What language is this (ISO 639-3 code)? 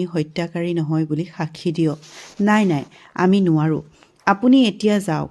asm